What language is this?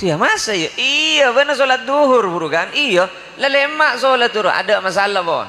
Madurese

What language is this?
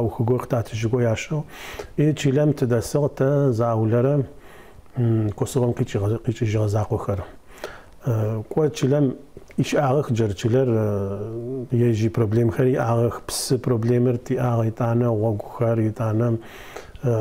Adyghe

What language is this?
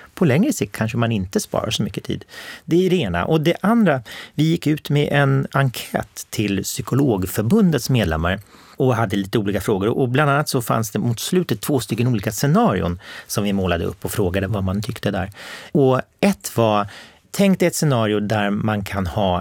Swedish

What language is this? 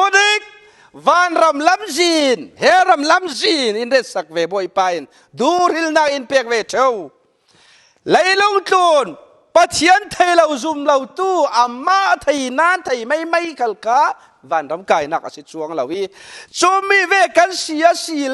Falam Chin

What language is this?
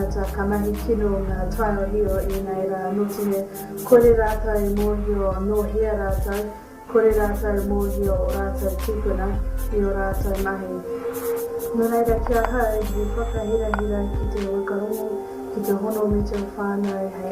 Māori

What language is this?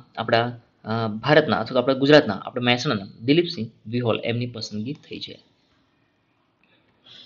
Gujarati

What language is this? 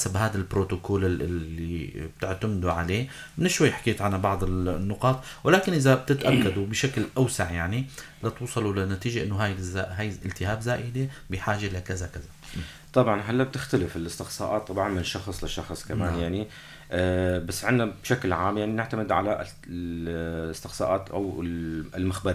North Levantine Arabic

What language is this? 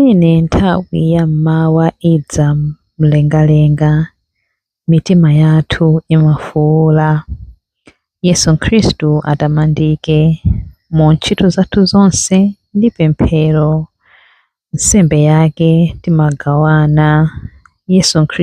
Nyanja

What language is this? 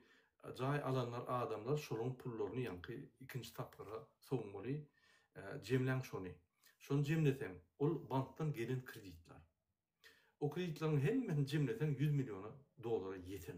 Turkmen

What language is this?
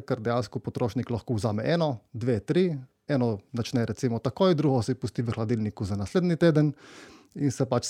Slovenian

